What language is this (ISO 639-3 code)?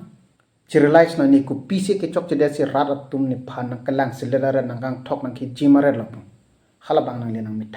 mjw